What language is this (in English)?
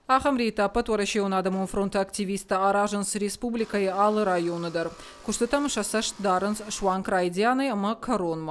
Ossetic